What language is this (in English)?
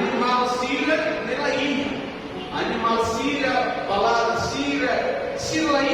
Tetum